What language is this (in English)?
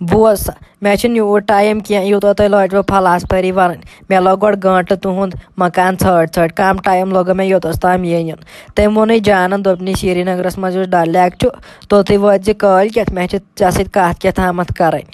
Kashmiri